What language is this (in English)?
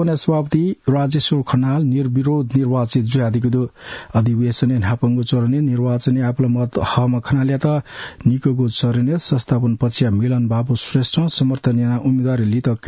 Newari